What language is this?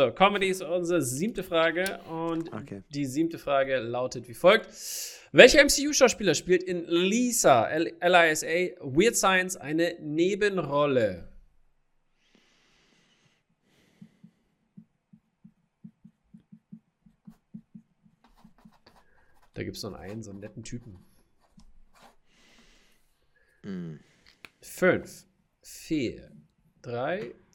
German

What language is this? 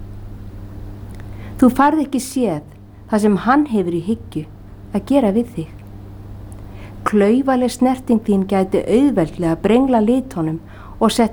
Icelandic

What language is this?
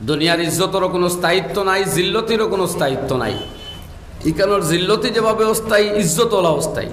Sylheti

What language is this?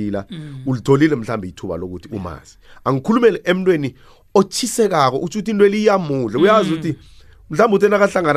South Ndebele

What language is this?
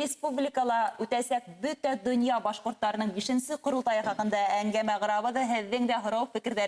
Bashkir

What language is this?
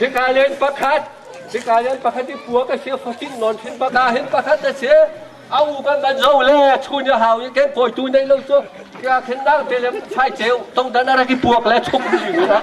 Hakha Chin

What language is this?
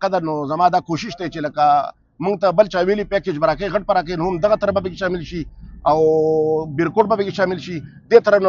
Pashto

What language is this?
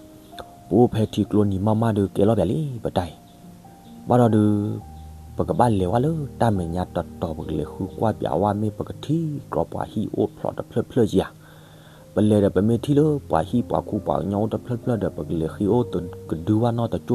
S'gaw Karen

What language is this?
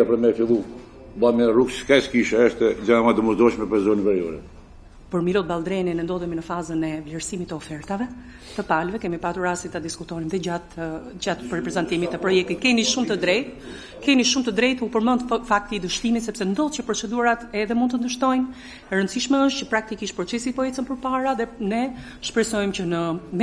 Albanian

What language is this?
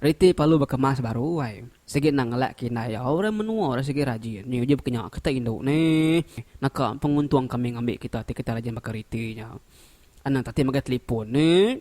Iban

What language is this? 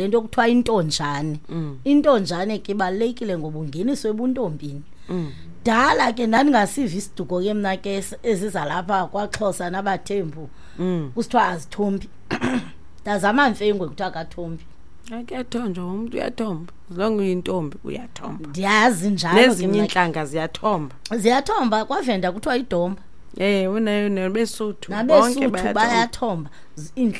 Xhosa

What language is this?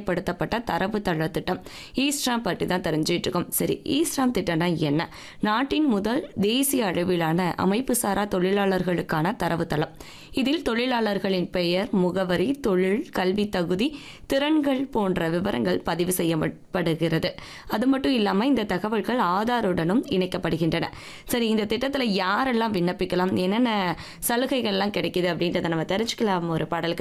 Tamil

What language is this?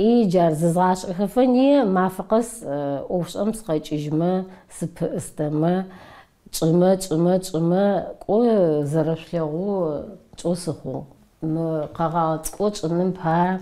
Adyghe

